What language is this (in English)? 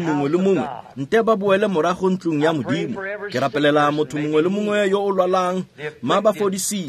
Tswana